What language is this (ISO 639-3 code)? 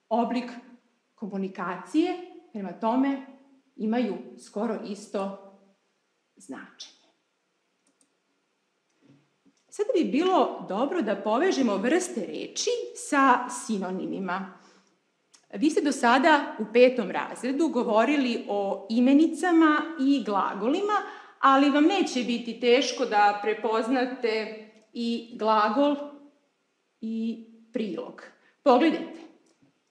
srp